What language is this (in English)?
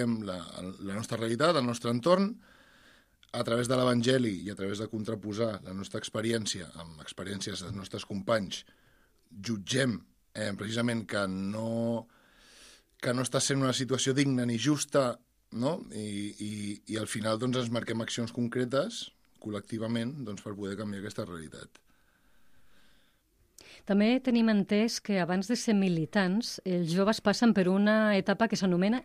Catalan